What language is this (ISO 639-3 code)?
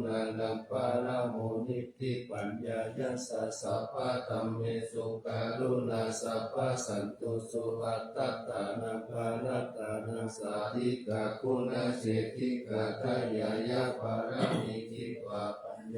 pli